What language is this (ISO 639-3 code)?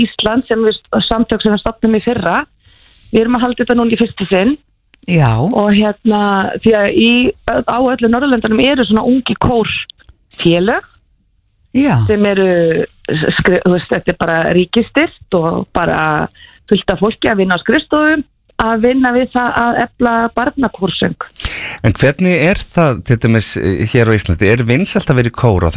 isl